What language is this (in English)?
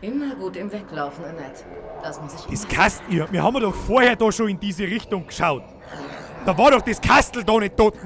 Bavarian